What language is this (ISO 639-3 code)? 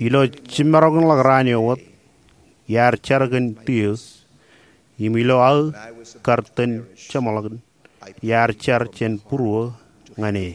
mah